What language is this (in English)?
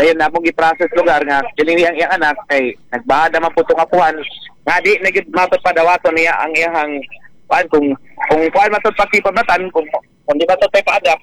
Cebuano